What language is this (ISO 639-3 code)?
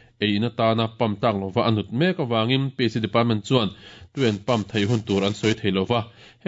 lus